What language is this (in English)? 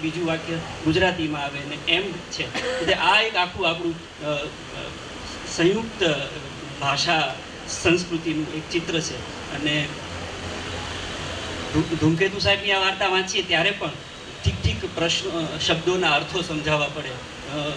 Gujarati